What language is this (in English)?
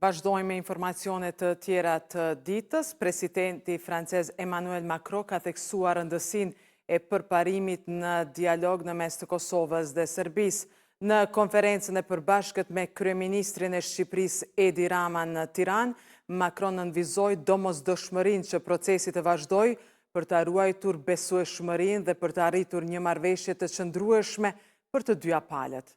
Albanian